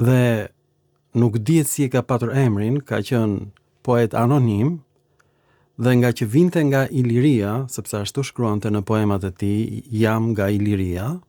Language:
Albanian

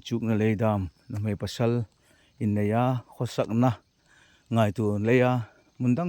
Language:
Hmar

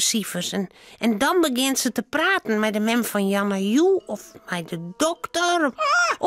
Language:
Western Frisian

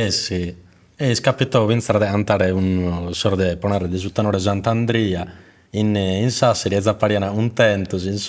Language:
Sardinian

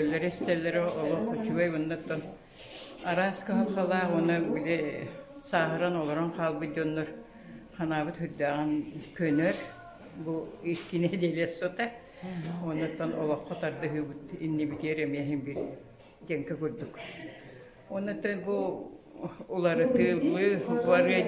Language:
Yakut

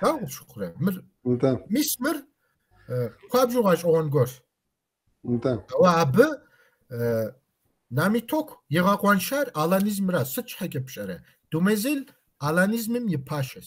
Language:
Kabardian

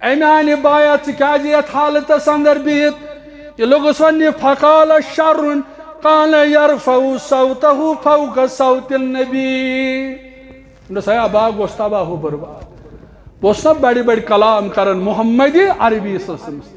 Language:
Kashmiri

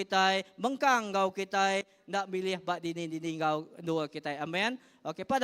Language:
Iban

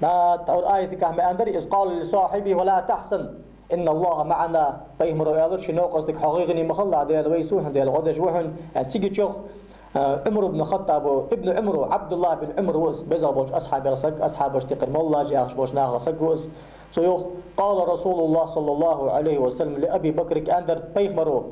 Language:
Ingush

